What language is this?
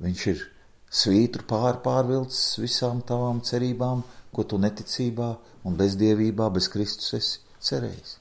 Latvian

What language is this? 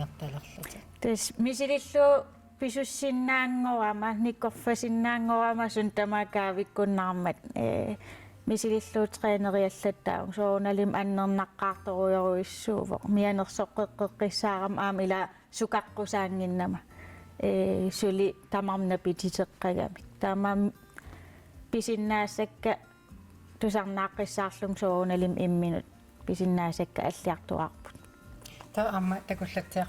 Kalaallisut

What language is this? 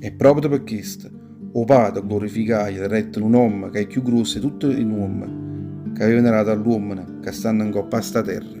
Neapolitan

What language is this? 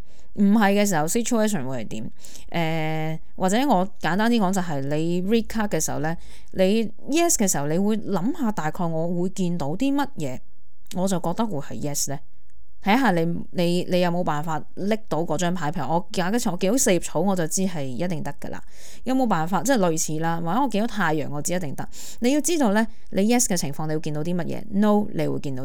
Cantonese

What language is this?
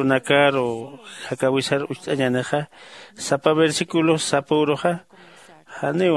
Aymara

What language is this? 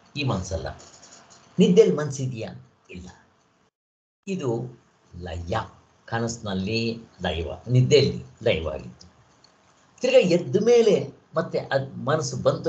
Kannada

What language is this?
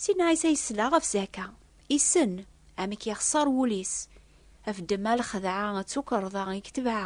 Kabyle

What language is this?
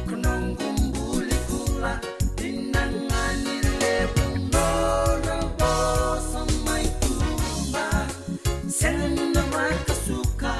Fijian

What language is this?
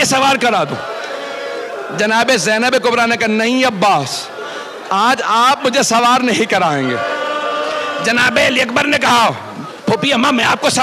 Urdu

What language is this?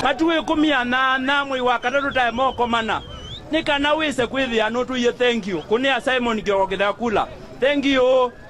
Kamba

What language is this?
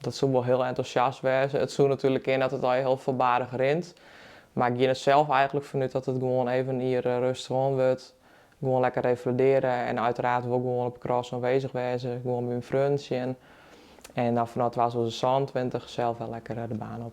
Western Frisian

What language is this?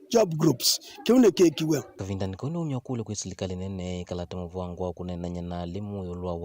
Kamba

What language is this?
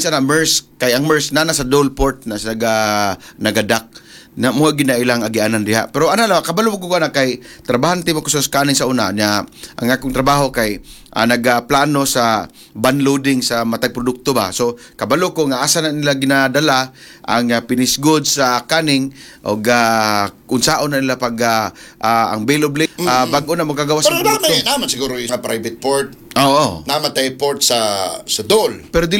Cebuano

